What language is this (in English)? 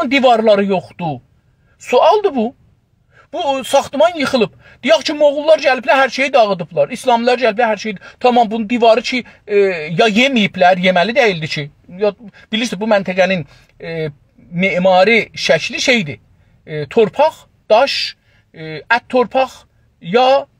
South Azerbaijani